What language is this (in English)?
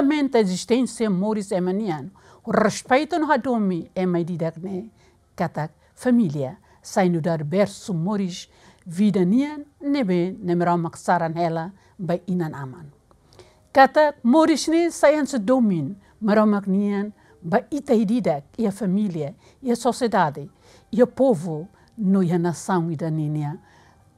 Tetum